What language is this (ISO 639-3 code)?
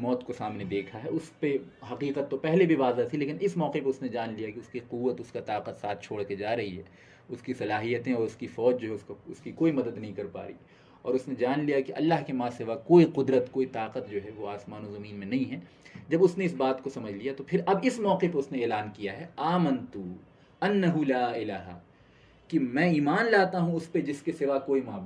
urd